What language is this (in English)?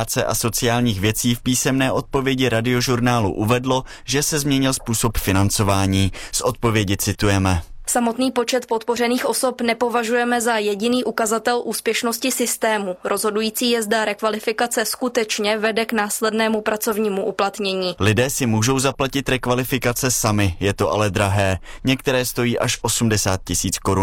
Czech